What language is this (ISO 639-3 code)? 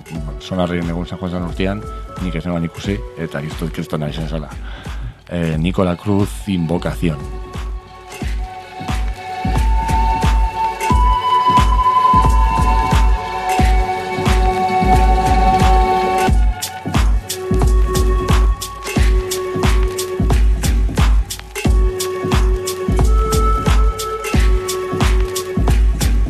eus